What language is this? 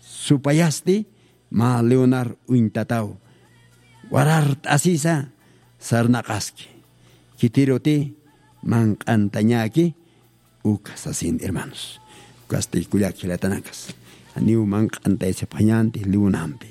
Aymara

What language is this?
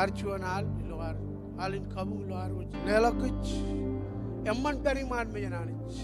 Marshallese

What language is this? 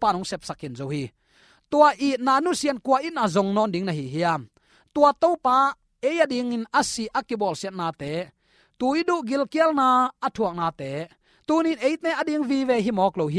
Tedim Chin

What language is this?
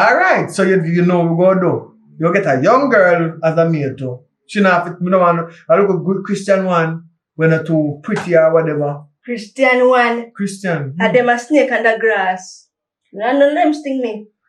Jamaican Creole English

